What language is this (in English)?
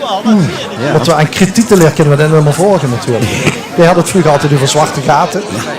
Limburgish